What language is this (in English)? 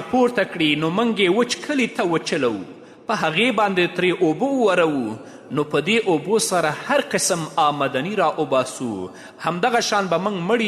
Pashto